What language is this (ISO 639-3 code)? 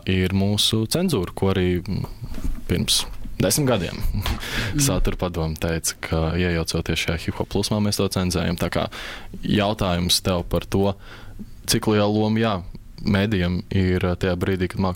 lav